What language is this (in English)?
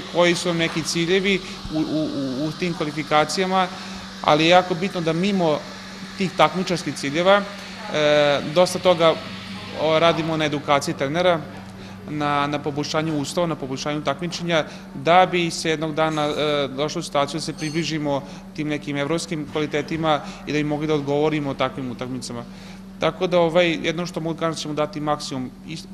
Serbian